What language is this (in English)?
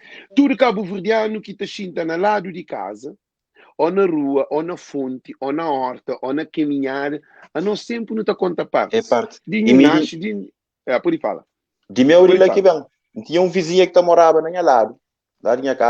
Kabuverdianu